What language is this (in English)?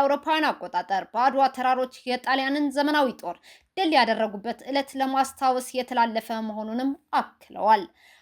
Amharic